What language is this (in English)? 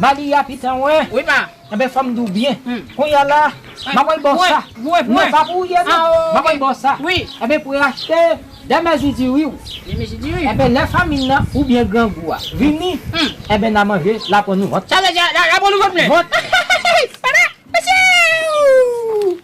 Haitian Creole